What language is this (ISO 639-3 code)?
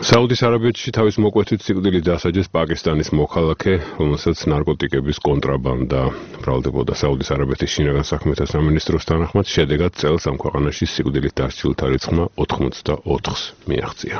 kat